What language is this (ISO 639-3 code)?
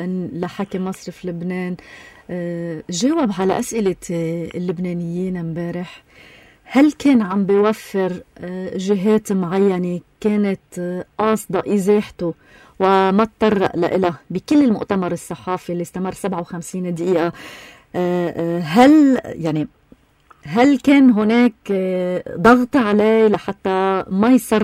apc